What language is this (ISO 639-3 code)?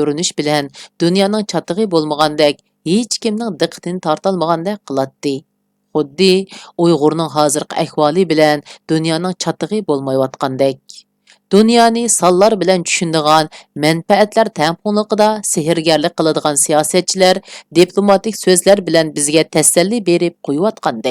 uig